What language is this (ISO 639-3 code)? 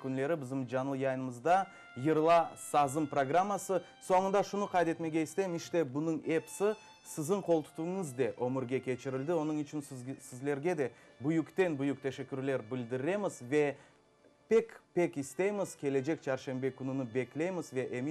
crh